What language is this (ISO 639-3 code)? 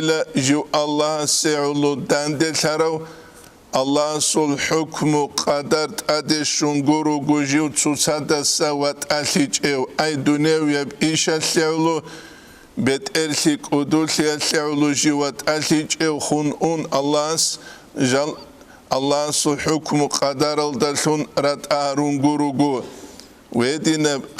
ava